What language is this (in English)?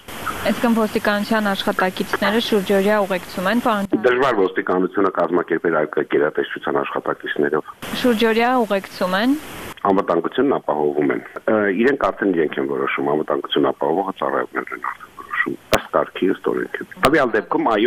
Armenian